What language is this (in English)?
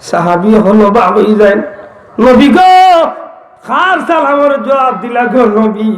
Sylheti